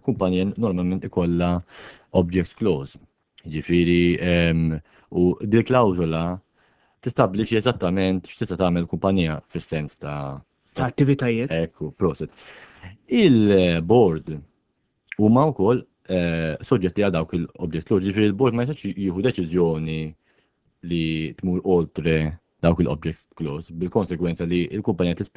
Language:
Maltese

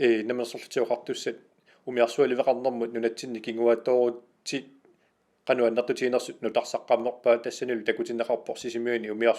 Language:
Kalaallisut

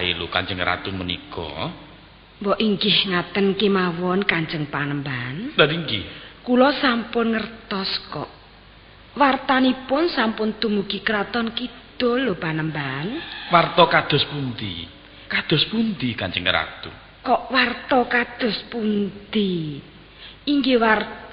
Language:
Javanese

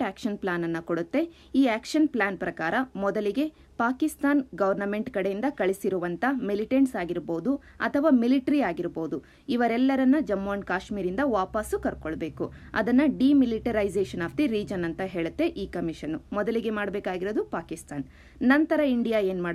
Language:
Kannada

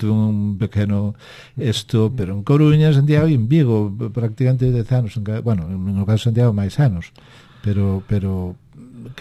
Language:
Galician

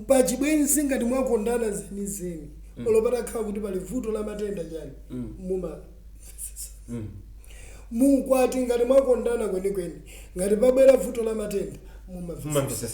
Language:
Nyanja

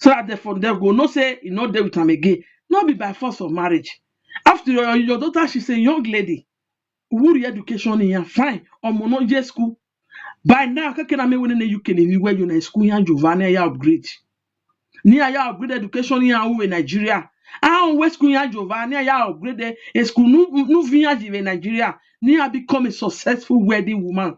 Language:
Nigerian Pidgin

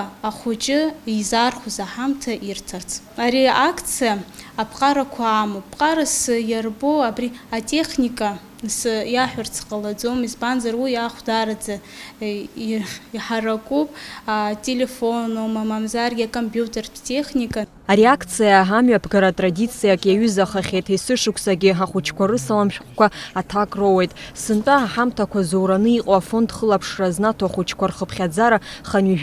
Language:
Abkhazian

